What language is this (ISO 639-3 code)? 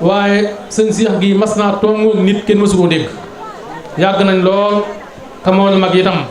wol